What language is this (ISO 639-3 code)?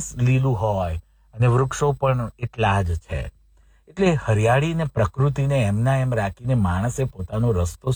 guj